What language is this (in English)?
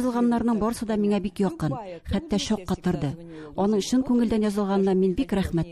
Tatar